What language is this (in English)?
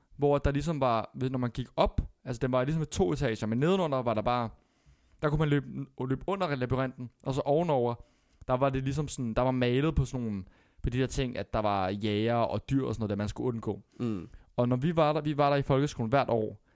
Danish